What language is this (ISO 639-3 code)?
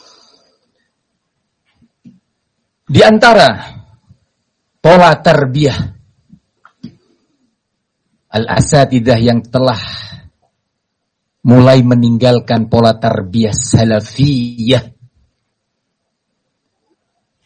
ind